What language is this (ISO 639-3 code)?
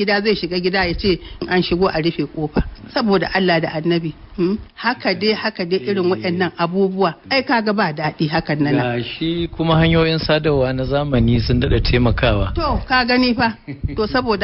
hau